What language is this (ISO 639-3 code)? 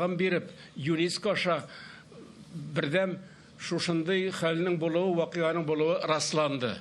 tat